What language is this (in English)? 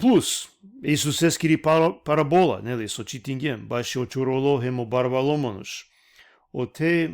Balkan Romani